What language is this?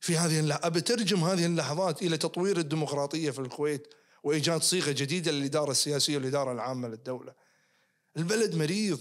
Najdi Arabic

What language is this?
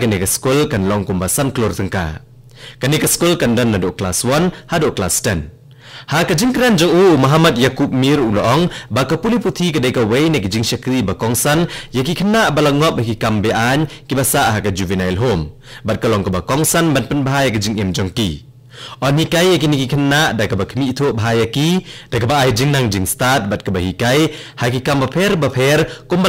Khasi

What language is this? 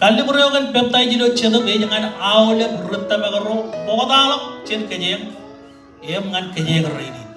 Marshallese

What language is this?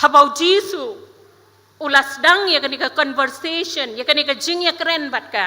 Khasi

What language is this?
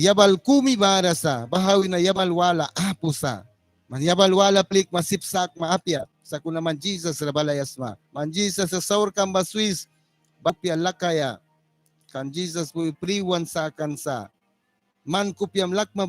Mískito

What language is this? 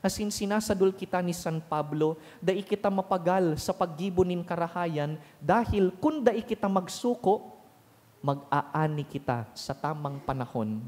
Bikol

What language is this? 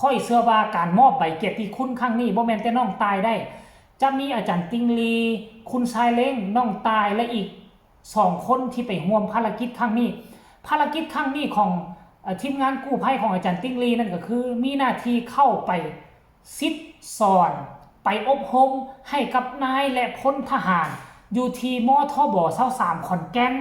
Northeastern Thai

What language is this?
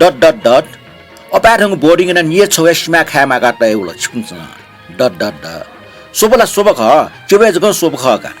Newari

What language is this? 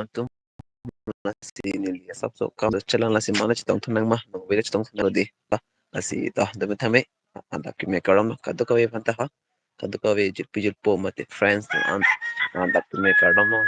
Karbi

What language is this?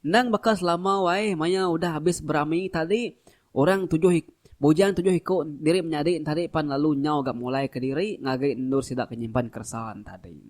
Iban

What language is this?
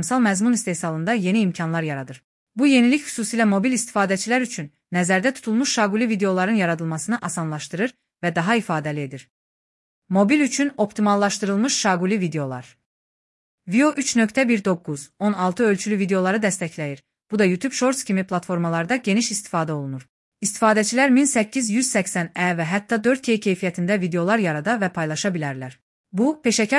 Azerbaijani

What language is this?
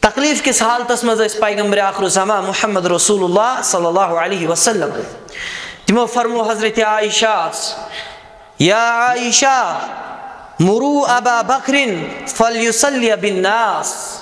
Kashmiri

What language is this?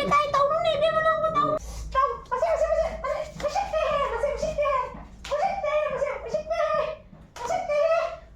Manipuri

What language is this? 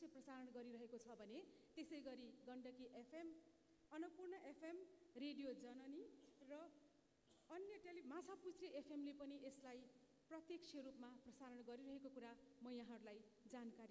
Nepali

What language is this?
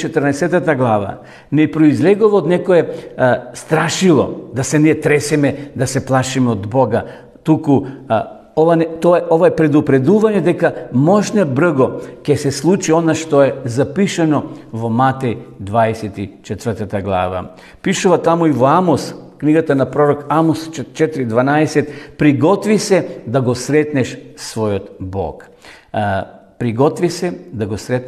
Macedonian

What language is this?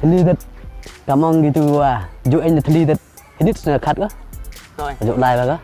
Khasi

